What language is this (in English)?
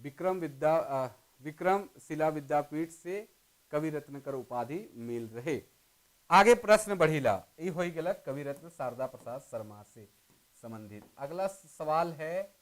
Sadri